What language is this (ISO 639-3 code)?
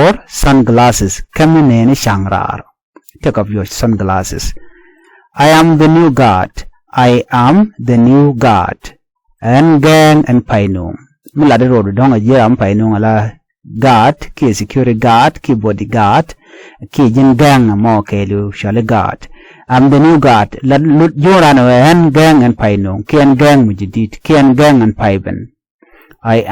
nus